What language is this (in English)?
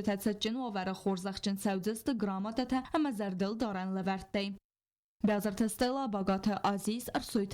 Ossetic